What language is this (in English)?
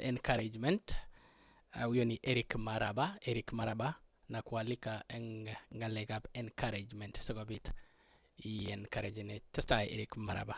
Kalenjin